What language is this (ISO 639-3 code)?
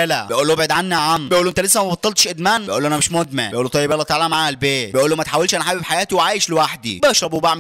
arz